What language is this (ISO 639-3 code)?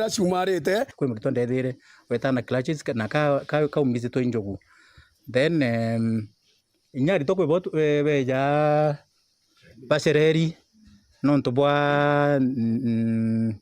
mer